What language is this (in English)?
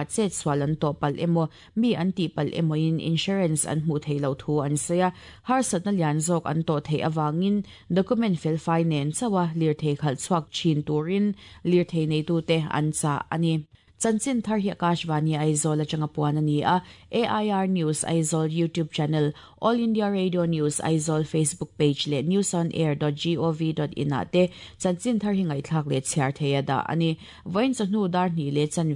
Mizo